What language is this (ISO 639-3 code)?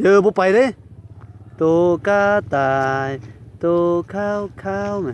tts